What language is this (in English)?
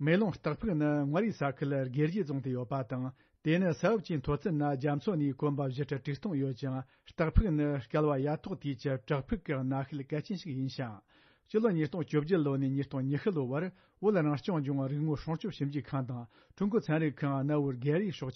Tibetan